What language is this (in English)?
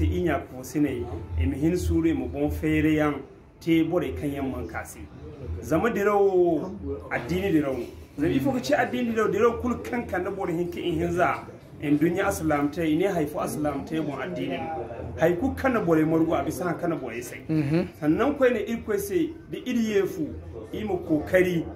Zarma